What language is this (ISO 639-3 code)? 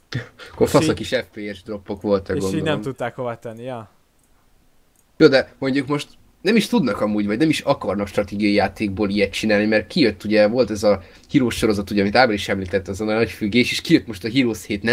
hun